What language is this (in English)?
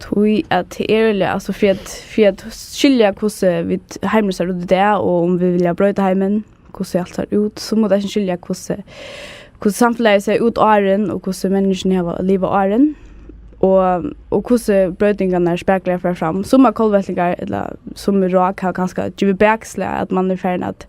Faroese